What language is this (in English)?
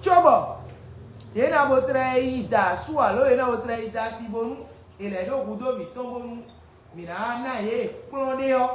Fon